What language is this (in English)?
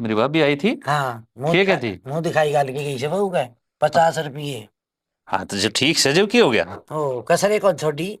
Haryanvi